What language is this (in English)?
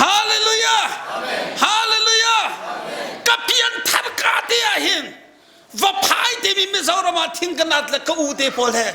Hakha Chin